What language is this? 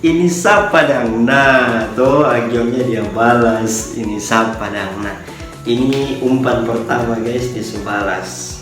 Manado Malay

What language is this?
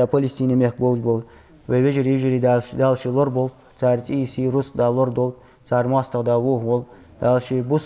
Ingush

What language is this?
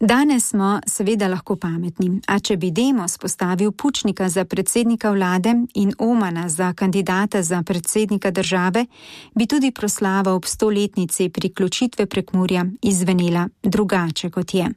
Slovenian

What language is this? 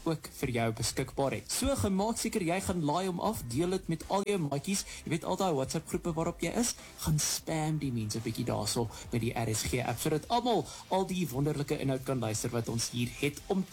Afrikaans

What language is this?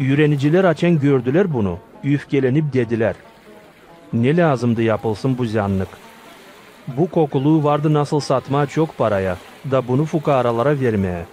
Gagauz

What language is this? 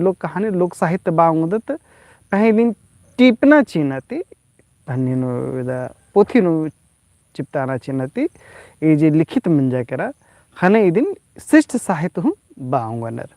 Kurukh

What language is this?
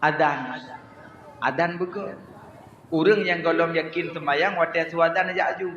Achinese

